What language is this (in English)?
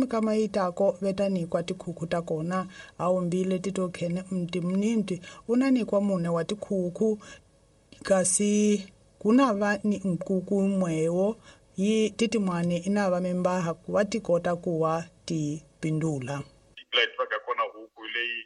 Tsonga